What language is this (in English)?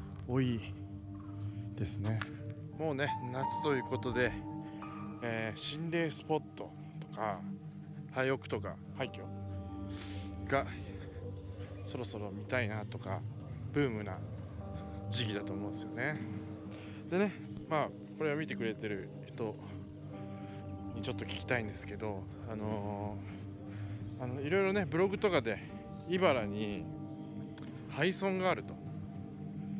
Japanese